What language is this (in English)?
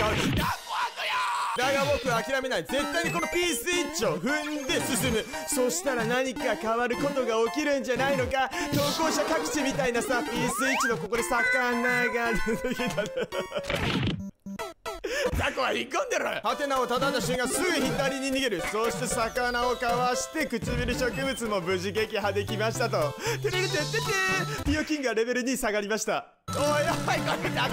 Japanese